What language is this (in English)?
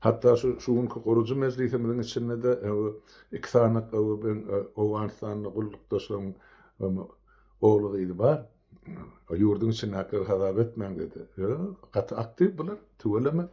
Turkmen